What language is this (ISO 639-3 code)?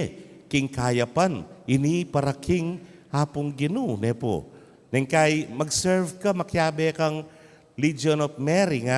pam